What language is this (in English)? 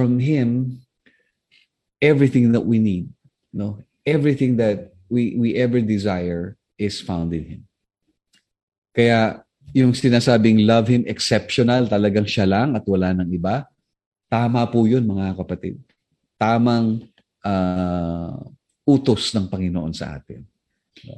Filipino